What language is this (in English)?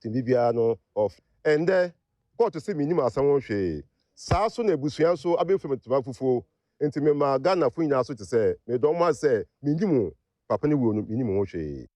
Akan